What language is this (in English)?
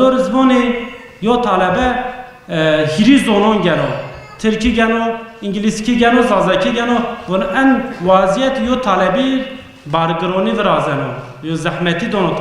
Zaza